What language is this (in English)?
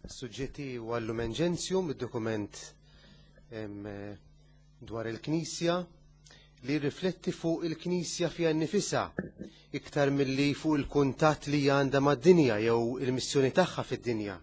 Maltese